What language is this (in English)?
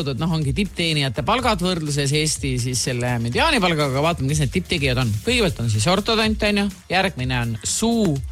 Estonian